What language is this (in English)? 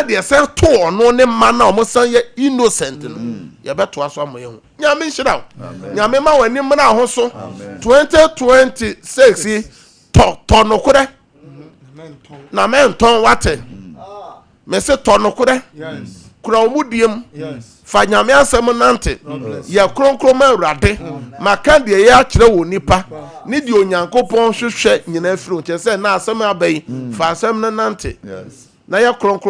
Akan